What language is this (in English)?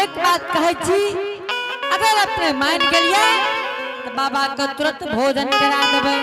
Angika